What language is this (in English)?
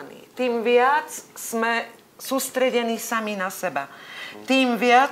Slovak